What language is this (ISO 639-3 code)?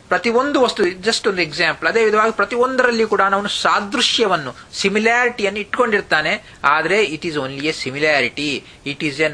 kan